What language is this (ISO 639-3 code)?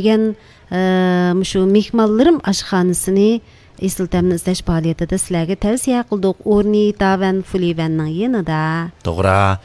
uig